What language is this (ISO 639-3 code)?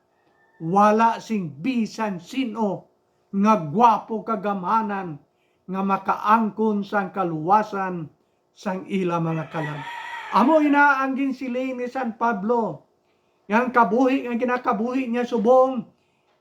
hil